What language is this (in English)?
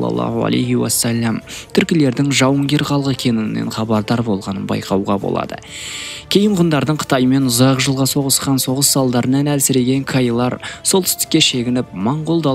Kazakh